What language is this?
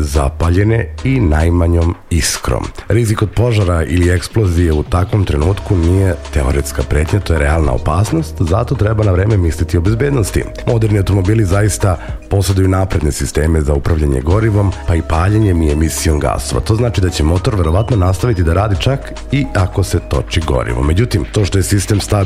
Serbian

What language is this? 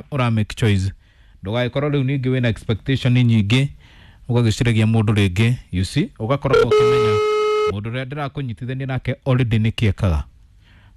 Kikuyu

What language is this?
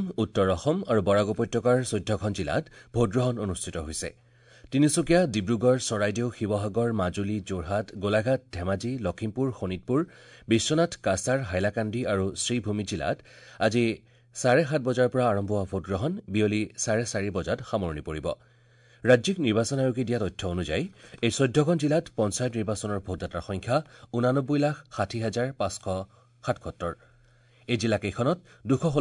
Assamese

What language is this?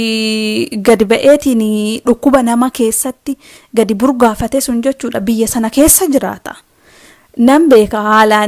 Oromo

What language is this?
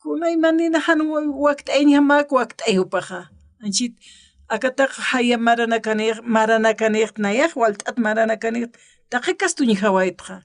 Aymara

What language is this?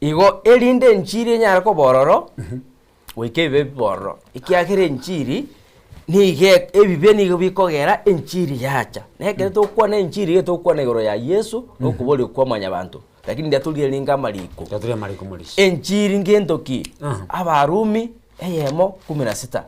Gusii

